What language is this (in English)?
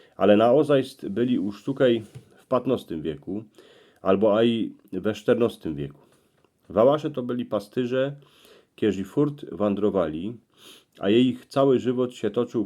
Silesian